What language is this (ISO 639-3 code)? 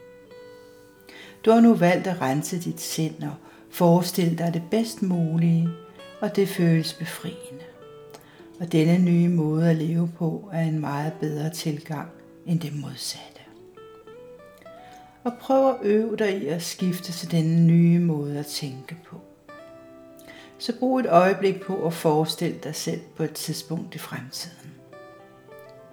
dan